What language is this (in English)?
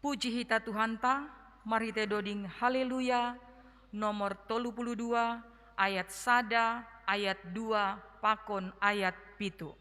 Batak Simalungun